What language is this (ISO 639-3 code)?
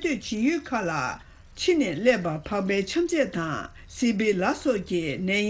bod